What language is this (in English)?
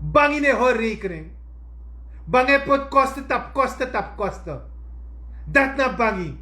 Sranan Tongo